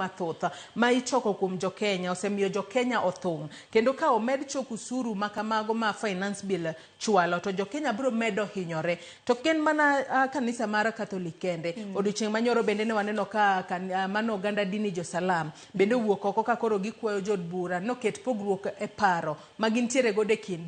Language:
Luo (Kenya and Tanzania)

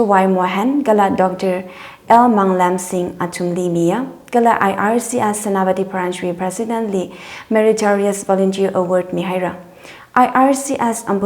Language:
Tangkhul Naga (India)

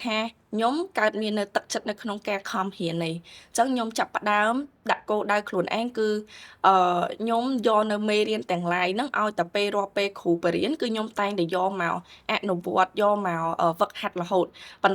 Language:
Khmer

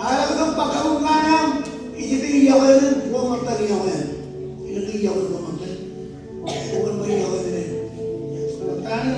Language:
Marshallese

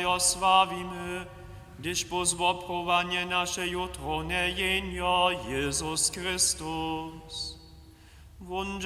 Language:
Upper Sorbian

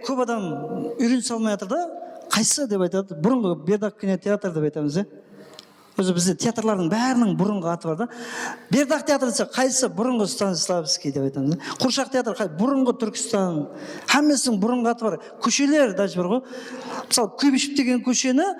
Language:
Kara-Kalpak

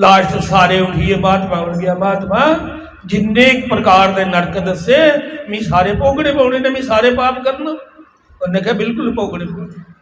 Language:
Dogri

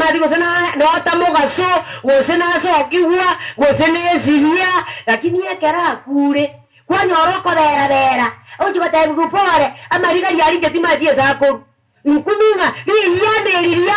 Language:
Gusii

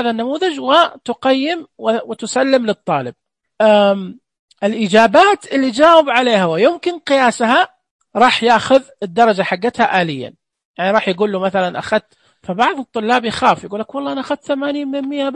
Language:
Najdi Arabic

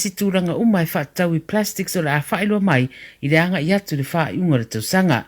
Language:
Samoan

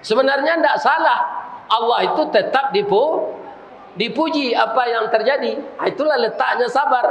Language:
Minangkabau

